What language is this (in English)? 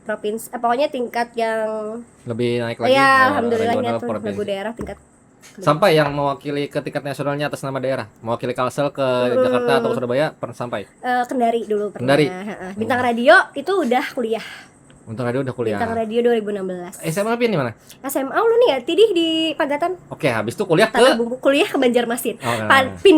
Banjar